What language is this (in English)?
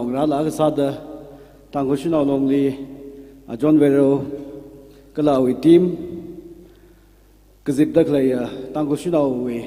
Tangkhul Naga (India)